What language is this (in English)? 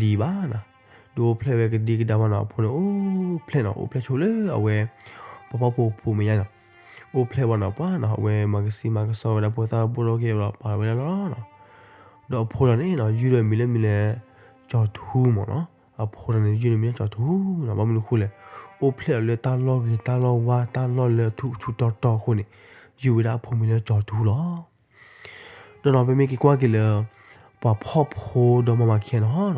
S'gaw Karen